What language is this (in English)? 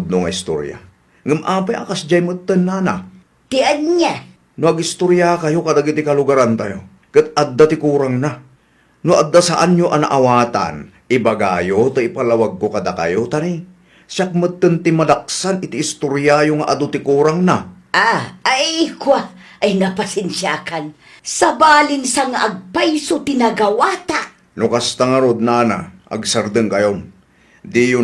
Iloko